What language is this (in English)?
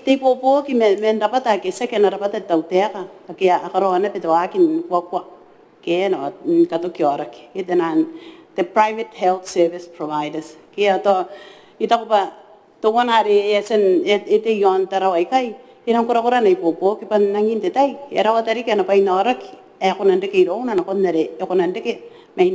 Gilbertese